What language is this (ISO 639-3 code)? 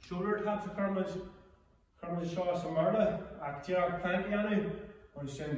gle